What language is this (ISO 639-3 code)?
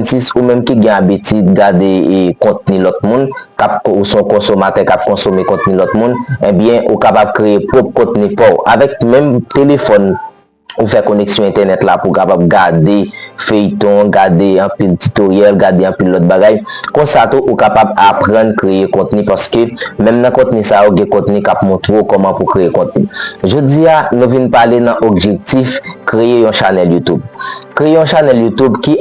hat